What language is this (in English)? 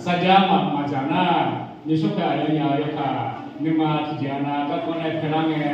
Akha